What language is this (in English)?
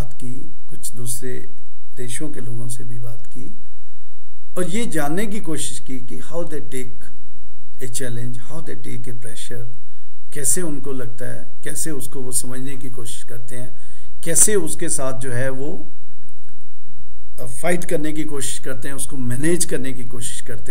Hindi